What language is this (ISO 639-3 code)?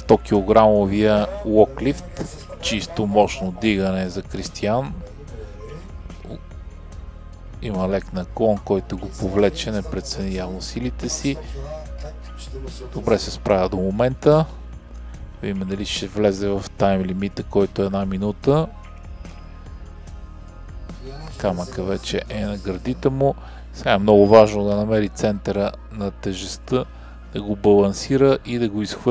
bul